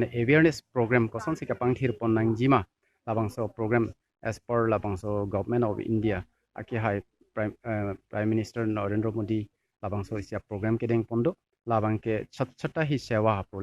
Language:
Karbi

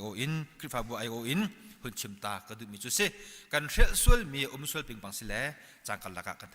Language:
Hakha Chin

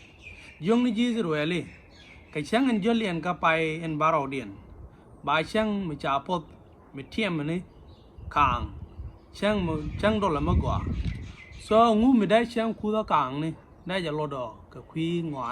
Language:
Nuer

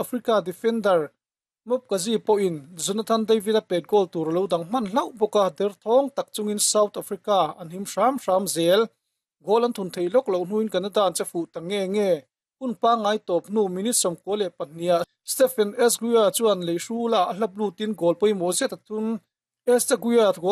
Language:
Mizo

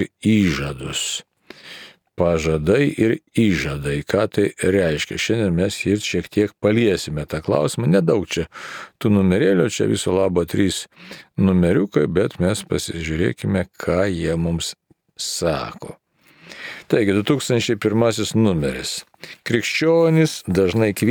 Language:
Lithuanian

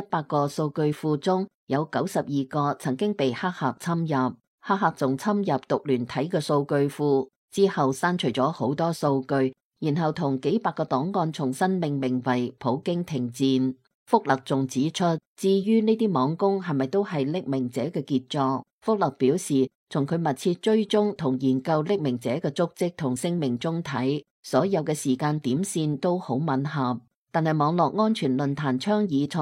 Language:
Cantonese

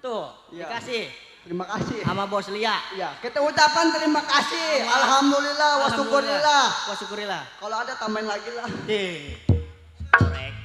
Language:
Betawi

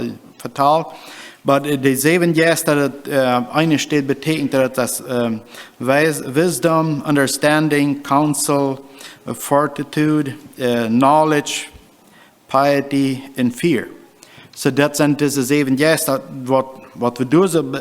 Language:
Plautdietsch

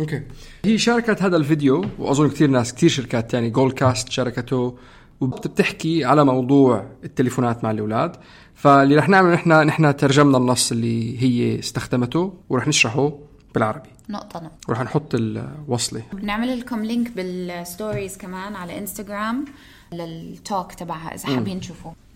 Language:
North Levantine Arabic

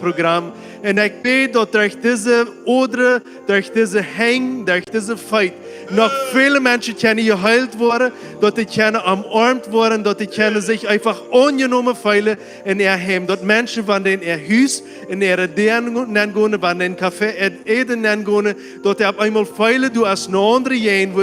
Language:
Plautdietsch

